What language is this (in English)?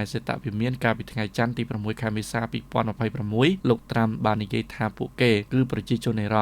Khmer